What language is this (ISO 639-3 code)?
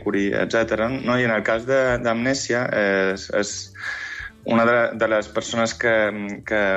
cat